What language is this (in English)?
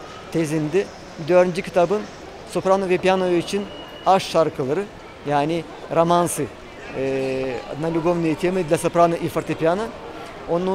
Gagauz